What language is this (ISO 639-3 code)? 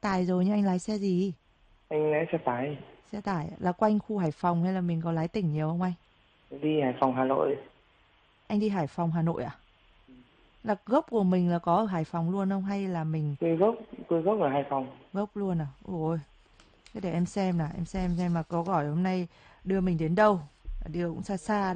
vie